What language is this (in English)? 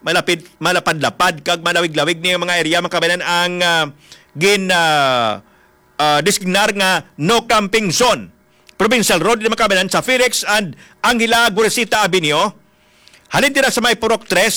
Hiligaynon